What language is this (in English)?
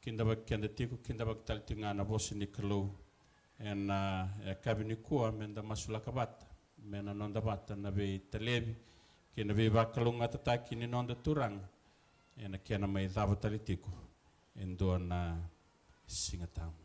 Fijian